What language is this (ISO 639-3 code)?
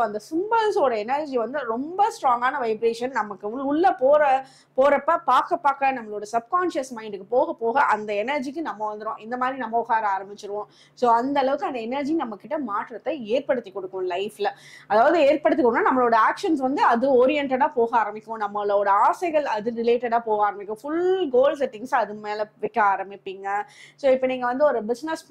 tam